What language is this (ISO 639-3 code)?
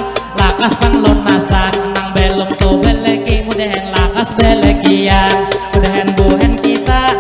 bjn